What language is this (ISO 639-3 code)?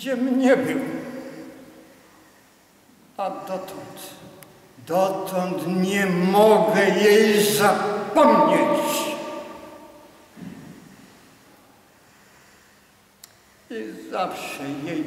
pol